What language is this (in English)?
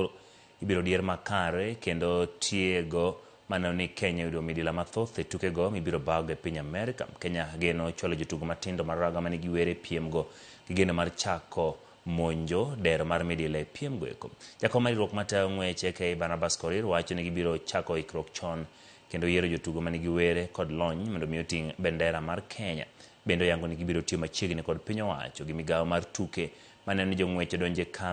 Luo (Kenya and Tanzania)